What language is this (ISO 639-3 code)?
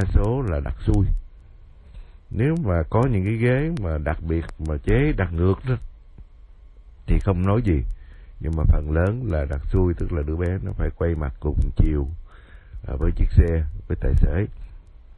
vie